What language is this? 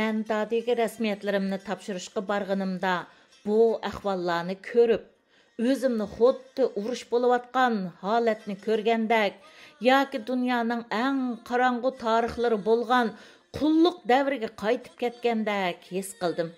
Uyghur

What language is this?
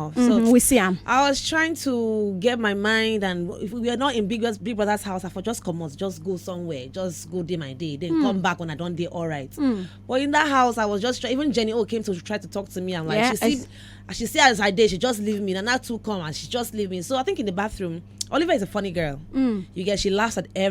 Nigerian Pidgin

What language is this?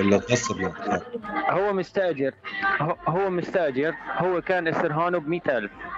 Arabic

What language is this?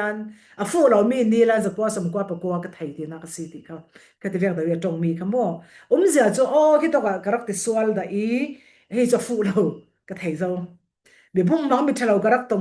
Falam Chin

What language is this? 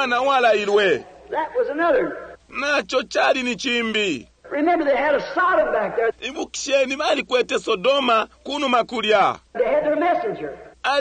Bemba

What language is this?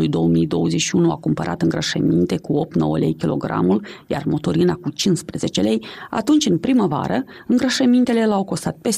Romanian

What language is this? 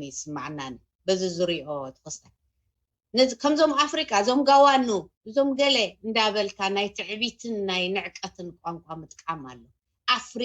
Tigrinya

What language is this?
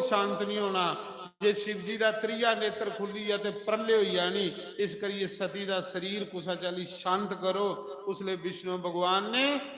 Dogri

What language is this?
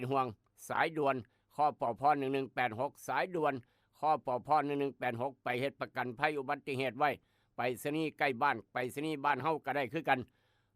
Lao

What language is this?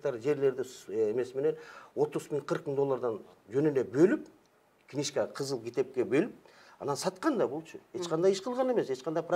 Kyrgyz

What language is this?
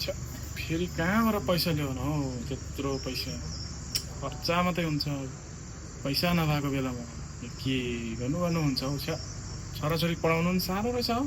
Nepali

